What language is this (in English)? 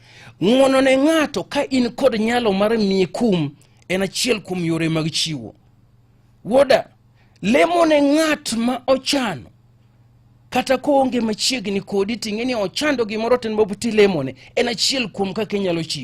Luo (Kenya and Tanzania)